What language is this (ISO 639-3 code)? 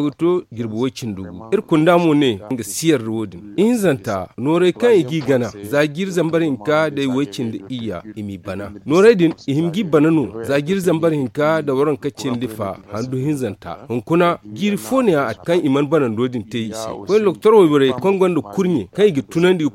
dje